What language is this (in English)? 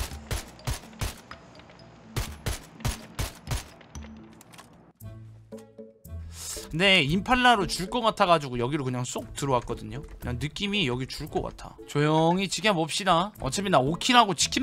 Korean